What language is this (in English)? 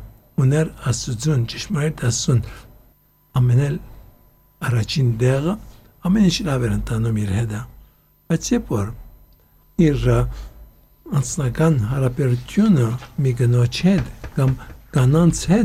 Armenian